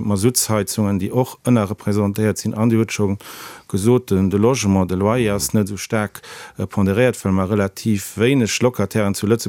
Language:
Luxembourgish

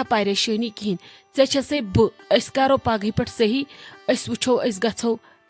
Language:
Kashmiri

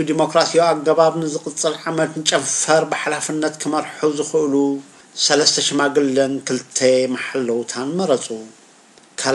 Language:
Tigrinya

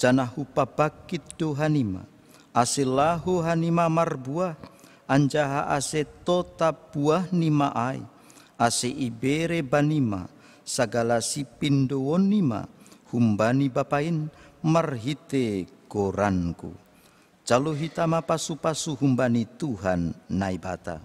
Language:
Batak Simalungun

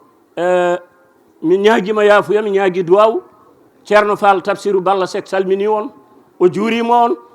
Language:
Fula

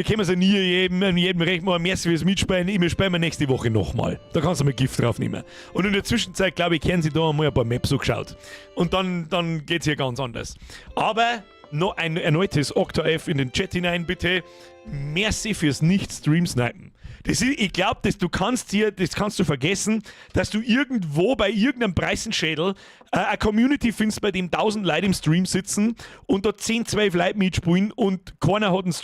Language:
Bavarian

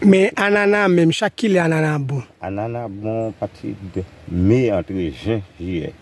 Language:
Haitian Creole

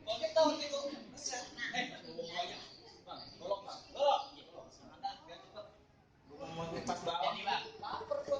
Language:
Betawi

